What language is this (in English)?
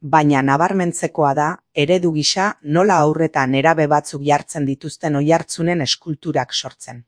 Basque